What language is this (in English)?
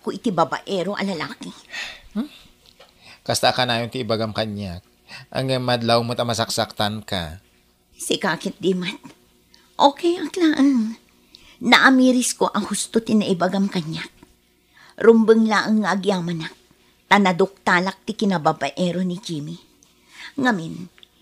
Iloko